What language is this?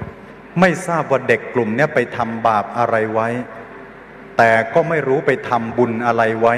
Thai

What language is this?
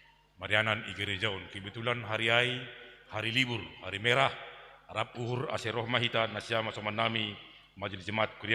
Batak Simalungun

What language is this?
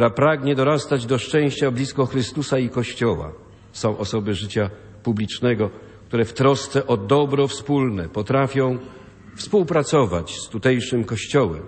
Polish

